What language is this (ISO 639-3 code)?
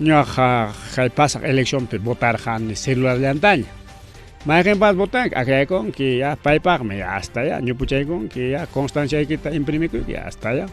quy